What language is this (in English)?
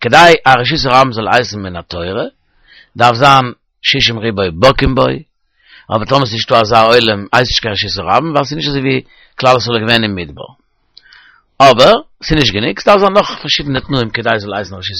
Yiddish